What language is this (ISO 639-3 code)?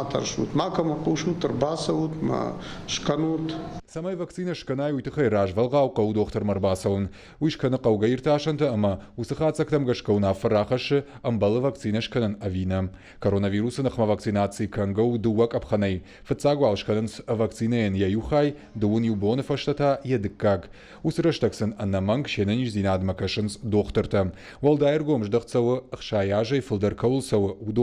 oss